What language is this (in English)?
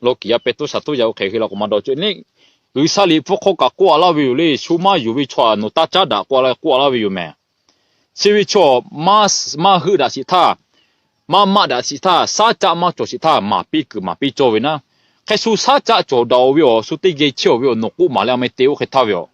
Lahu